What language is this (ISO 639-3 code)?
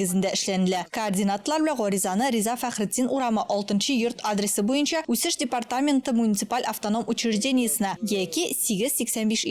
tat